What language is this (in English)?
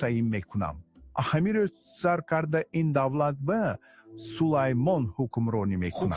Tajik